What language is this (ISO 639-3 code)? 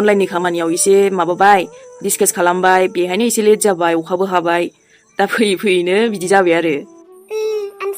brx